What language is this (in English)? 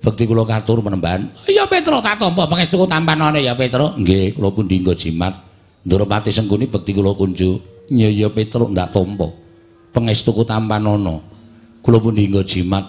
Javanese